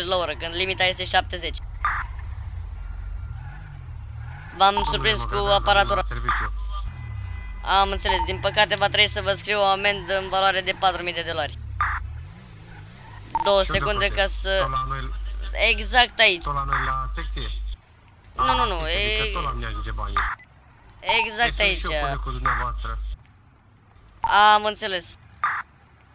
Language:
Romanian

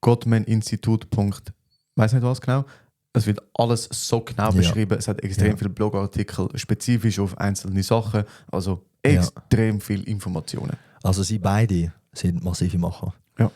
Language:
Swiss German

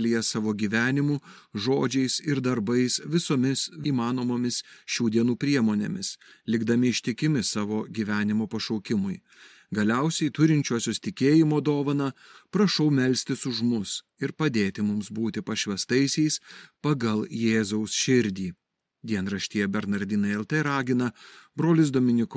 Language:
Lithuanian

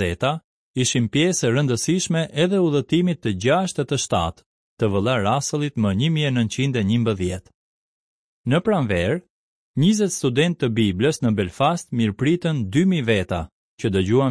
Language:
Albanian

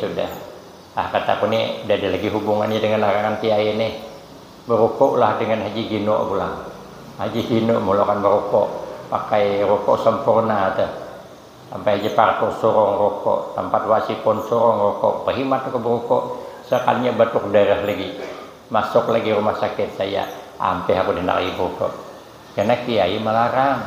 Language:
Banjar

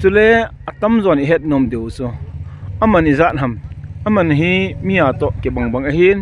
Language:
Thado Chin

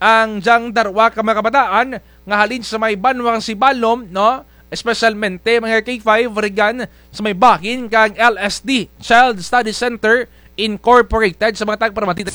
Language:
Kinaray-a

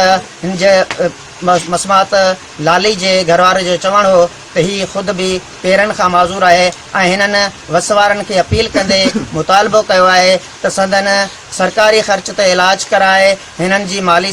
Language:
Sindhi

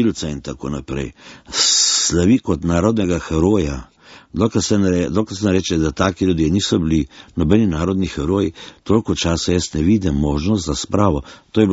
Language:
Slovenian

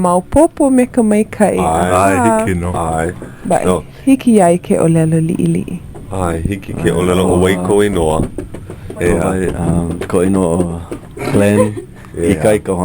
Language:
Hawaiian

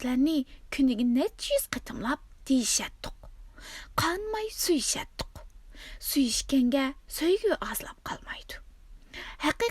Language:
Uyghur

